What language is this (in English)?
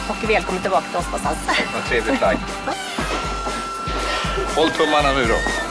Swedish